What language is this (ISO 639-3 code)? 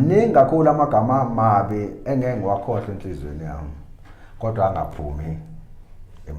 zul